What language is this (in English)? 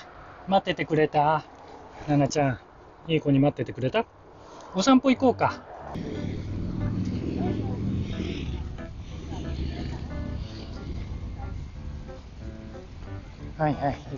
Japanese